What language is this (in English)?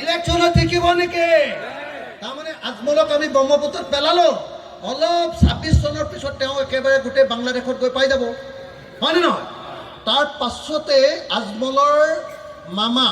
Assamese